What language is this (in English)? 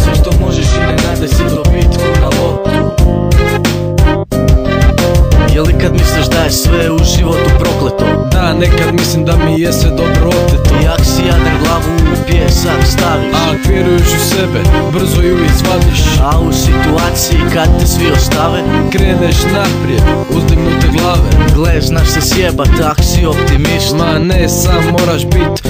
Croatian